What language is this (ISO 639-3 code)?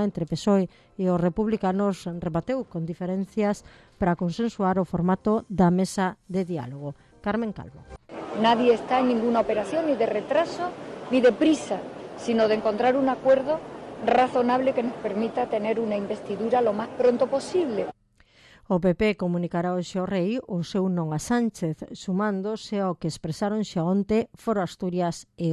glg